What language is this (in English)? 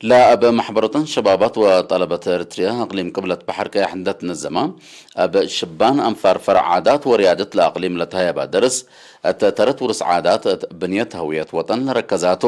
Tigre